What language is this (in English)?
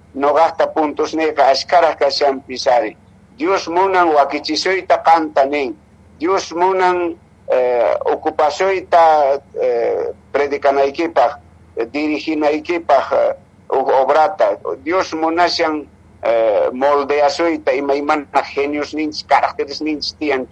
Quechua